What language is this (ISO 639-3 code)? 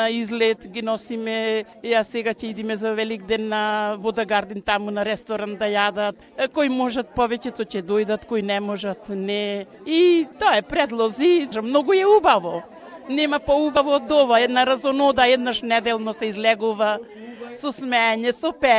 mkd